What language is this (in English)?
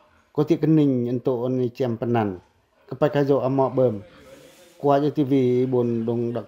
Pacoh